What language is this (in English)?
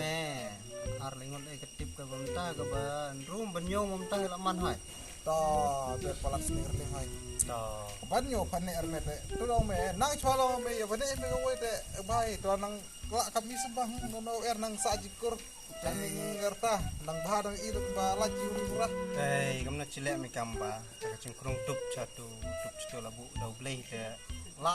Khasi